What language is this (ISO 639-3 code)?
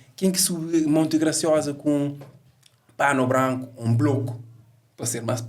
kea